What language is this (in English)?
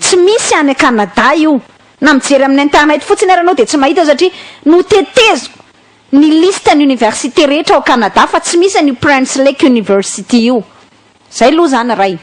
Malagasy